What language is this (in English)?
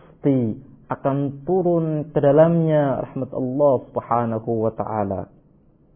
Indonesian